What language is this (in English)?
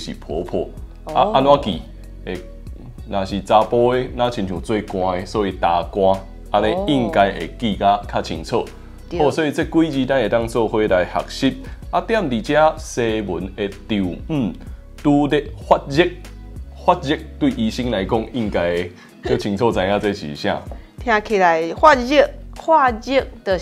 Min Nan Chinese